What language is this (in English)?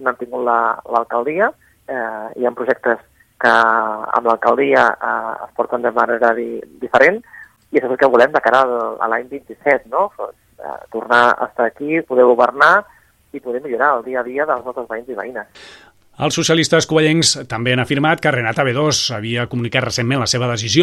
Catalan